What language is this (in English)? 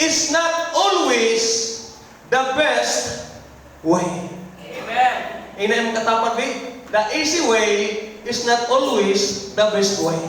Cebuano